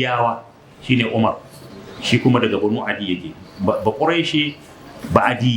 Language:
Hausa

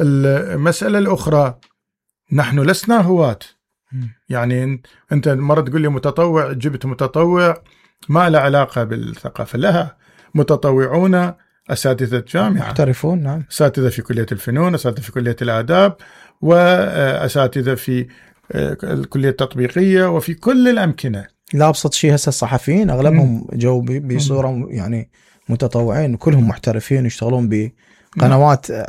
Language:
Mesopotamian Arabic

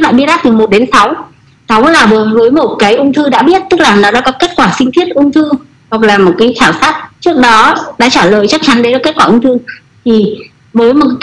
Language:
Vietnamese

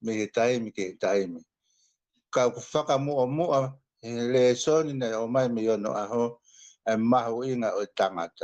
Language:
Tongan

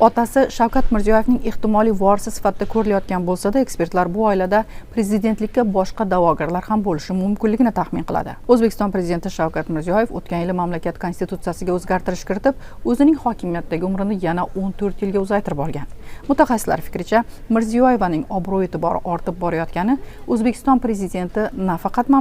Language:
Uzbek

